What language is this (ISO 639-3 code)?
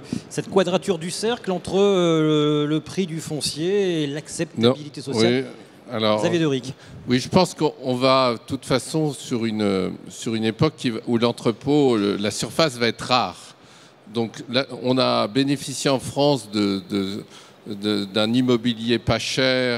fra